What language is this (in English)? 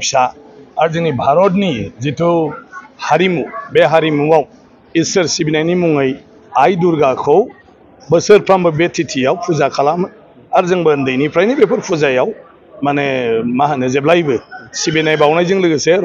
Bodo